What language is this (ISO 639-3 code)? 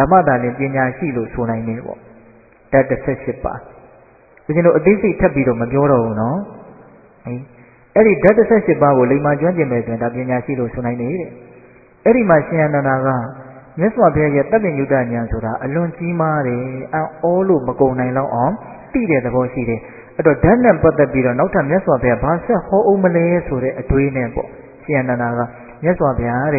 mya